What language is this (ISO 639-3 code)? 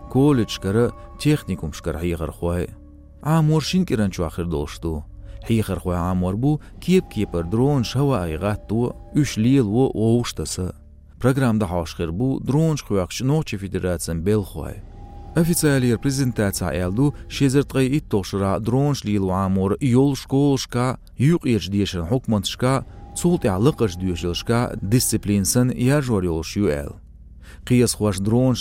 che